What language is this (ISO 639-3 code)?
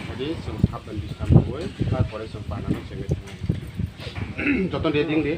trp